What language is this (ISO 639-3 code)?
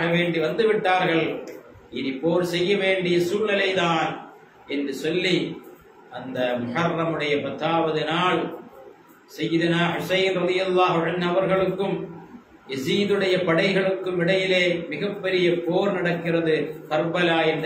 tam